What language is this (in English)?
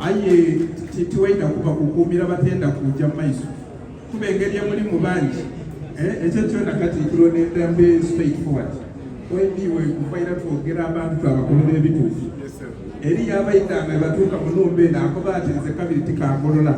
Soga